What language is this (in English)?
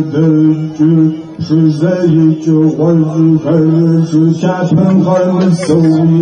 Kabardian